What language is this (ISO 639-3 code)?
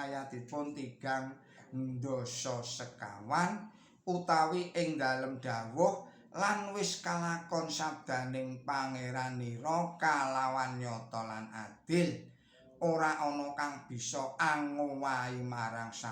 jav